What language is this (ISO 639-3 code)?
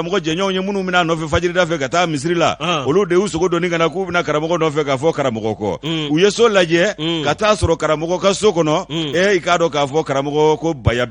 bam